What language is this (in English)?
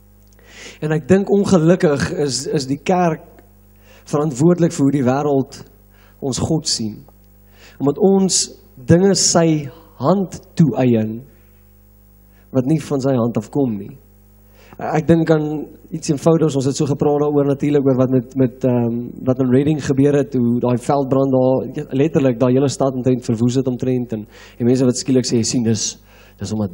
Afrikaans